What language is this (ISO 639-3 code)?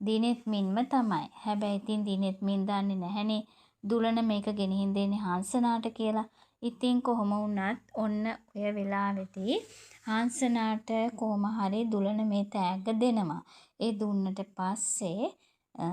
sin